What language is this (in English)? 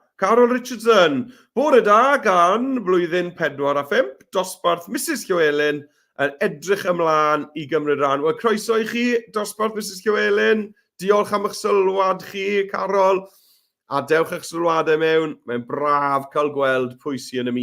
Welsh